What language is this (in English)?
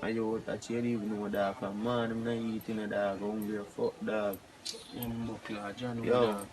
Jamaican Creole English